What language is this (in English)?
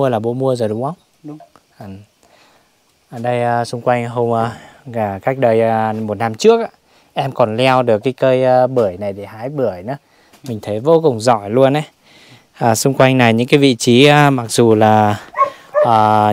Vietnamese